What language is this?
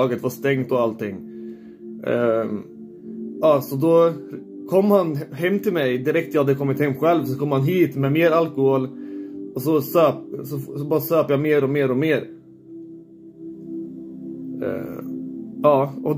Swedish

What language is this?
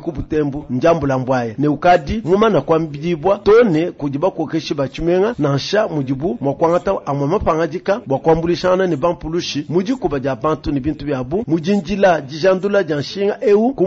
Luba-Lulua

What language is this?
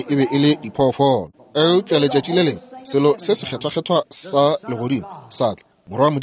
Northern Sotho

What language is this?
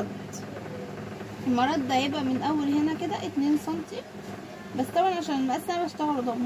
Egyptian Arabic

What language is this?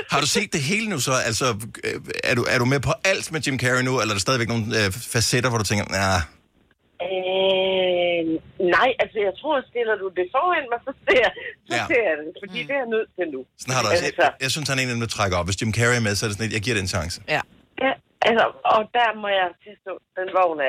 Danish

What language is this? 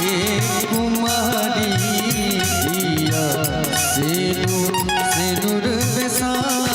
Maithili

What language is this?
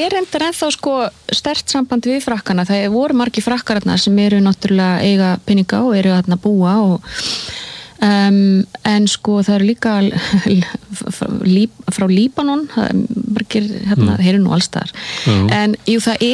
Icelandic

